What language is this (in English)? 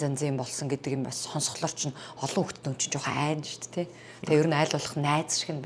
Mongolian